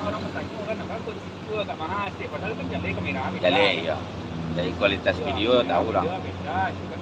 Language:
Minangkabau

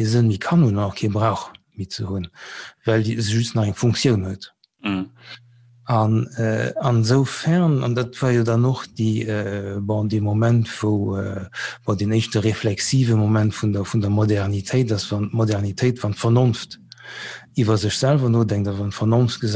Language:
Luxembourgish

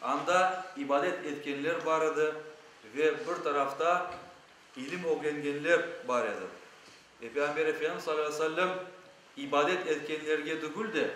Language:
Crimean Tatar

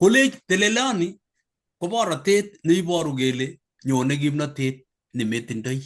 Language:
Kalenjin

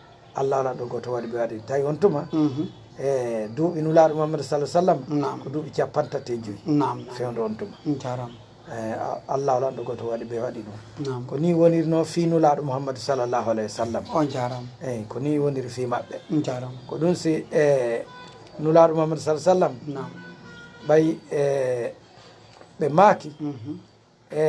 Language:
Fula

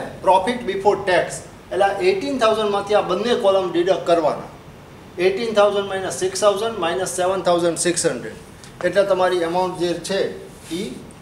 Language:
Gujarati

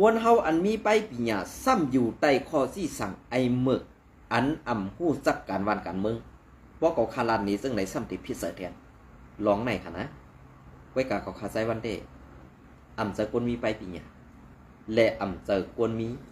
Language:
Shan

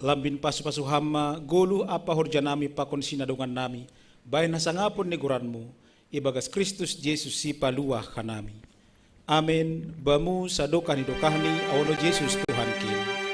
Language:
Batak Simalungun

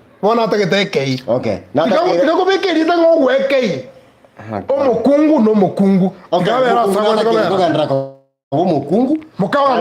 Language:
Gusii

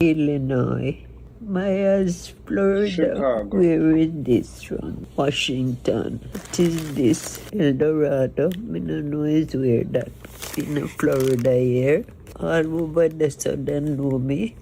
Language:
Jamaican Creole English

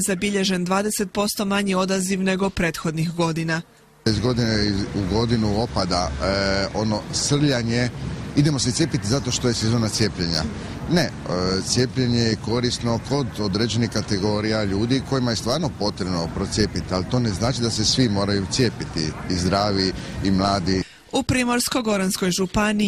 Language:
Croatian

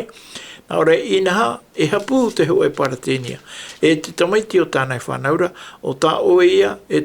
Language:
Tahitian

